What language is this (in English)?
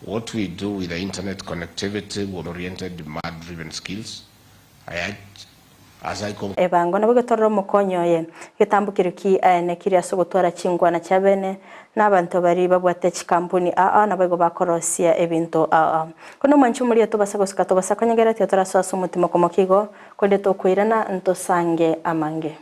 Gusii